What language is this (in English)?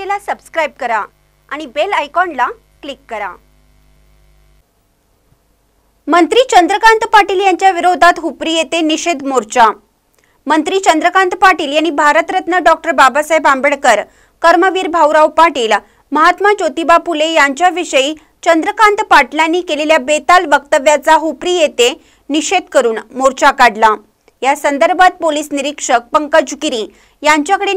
Marathi